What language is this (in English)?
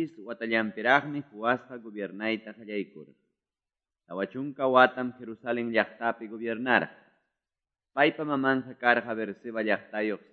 Quechua